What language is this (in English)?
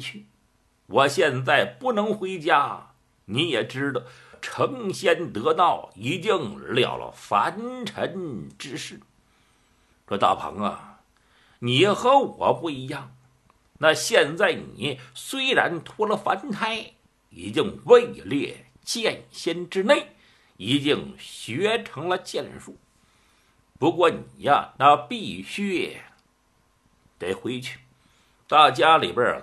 Chinese